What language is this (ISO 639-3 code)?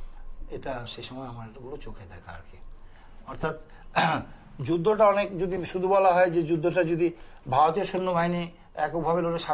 ben